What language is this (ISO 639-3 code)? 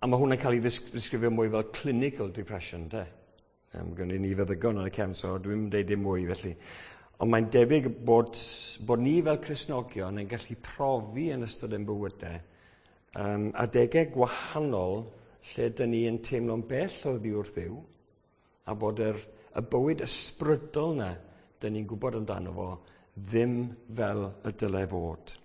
cym